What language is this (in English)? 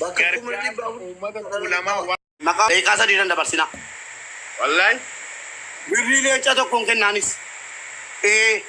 Oromo